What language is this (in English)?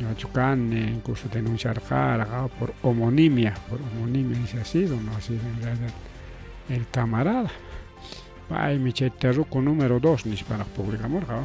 Ayacucho Quechua